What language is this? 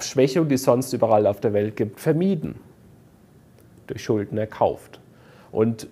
German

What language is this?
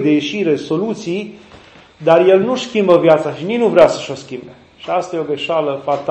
Romanian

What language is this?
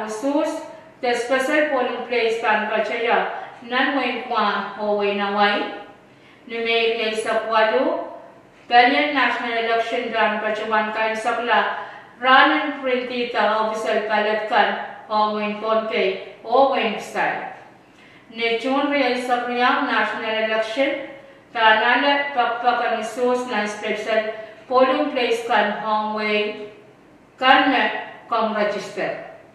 Pohnpeian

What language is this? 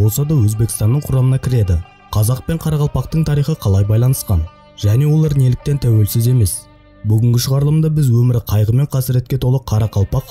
Kara-Kalpak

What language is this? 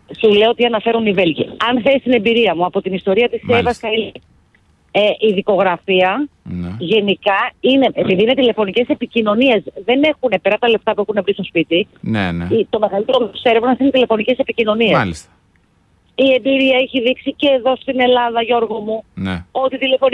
Greek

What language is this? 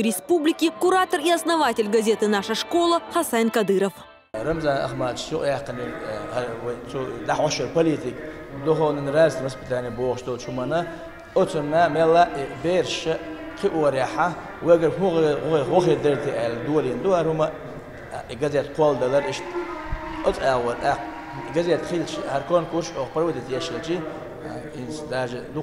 Chechen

